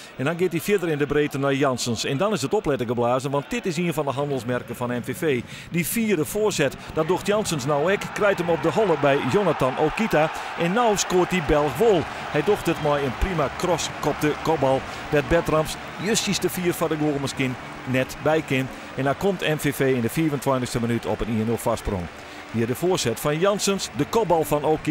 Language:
Western Frisian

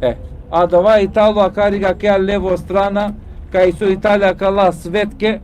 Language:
Balkan Romani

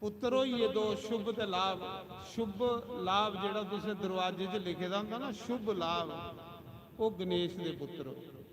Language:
Dogri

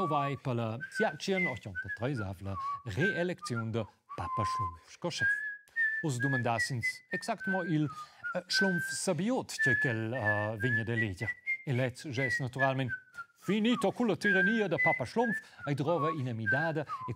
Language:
Romansh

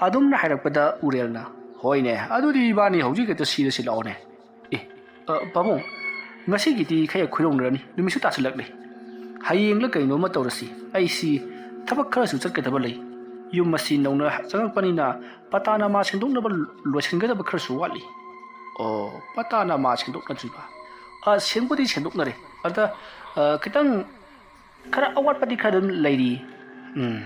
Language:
Manipuri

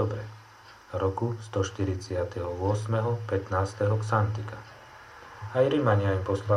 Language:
Slovak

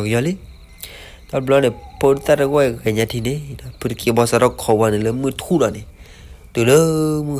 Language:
S'gaw Karen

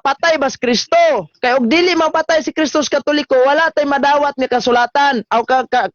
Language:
Cebuano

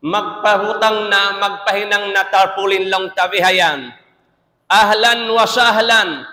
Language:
Tausug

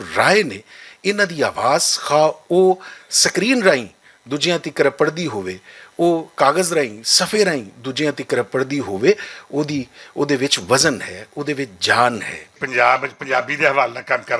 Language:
Western Panjabi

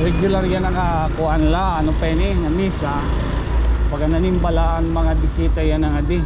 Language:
Waray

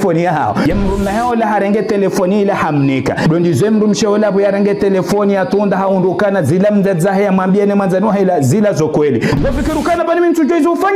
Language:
Ngazidja Comorian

